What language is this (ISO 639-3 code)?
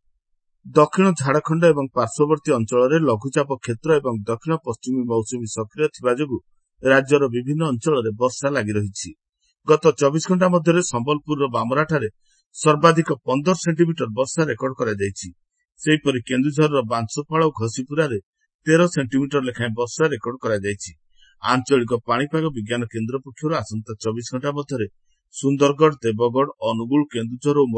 ori